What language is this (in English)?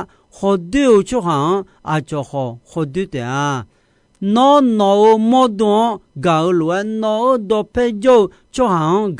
Akha